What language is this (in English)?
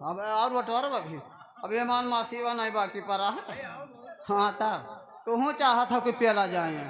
Awadhi